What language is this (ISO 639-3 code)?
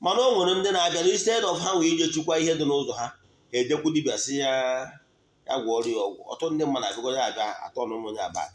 ibo